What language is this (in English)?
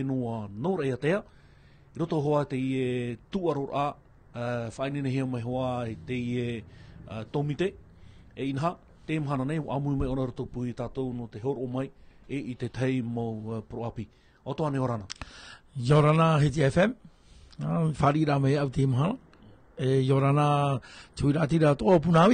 Tahitian